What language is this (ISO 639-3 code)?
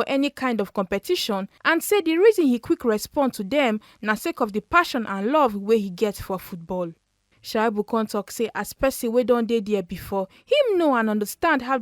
pcm